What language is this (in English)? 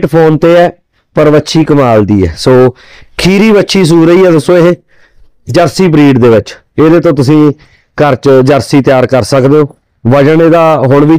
Punjabi